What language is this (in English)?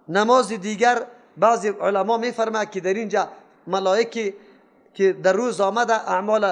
Persian